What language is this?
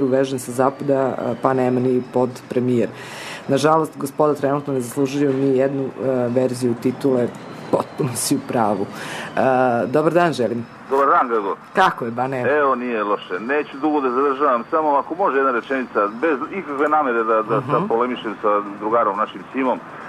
Serbian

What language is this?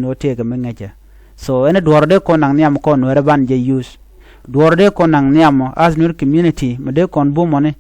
Nuer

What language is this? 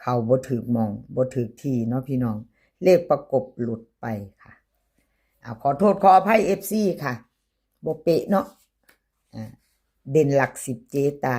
Northeastern Thai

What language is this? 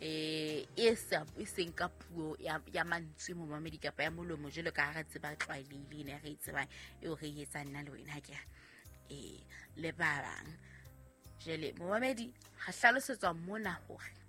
Southern Sotho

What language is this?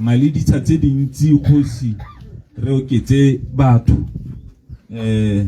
Tswana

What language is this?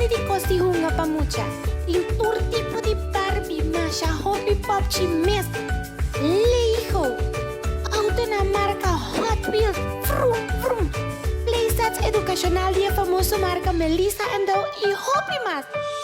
Papiamento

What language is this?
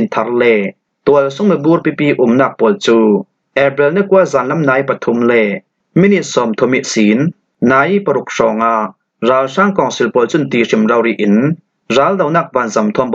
Falam Chin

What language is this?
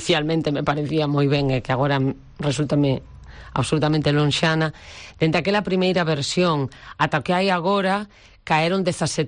Galician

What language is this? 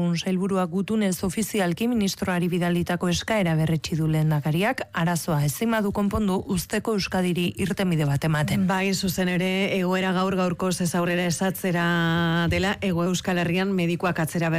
Basque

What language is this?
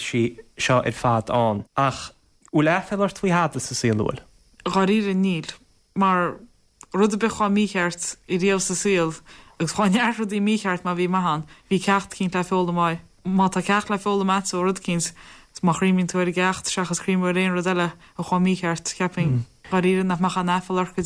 Irish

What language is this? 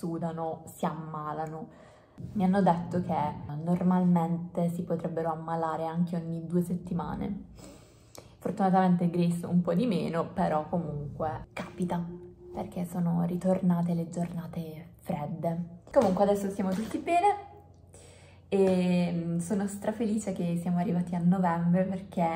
Italian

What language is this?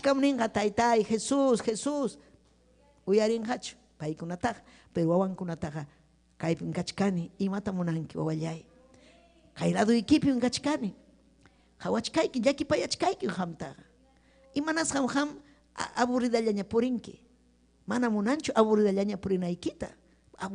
Ayacucho Quechua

